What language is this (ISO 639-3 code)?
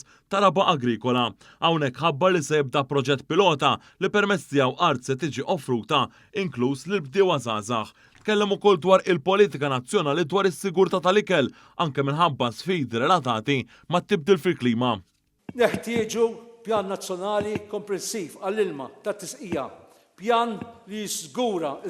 mlt